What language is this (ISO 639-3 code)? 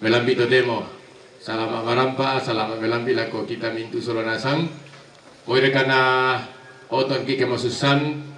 sda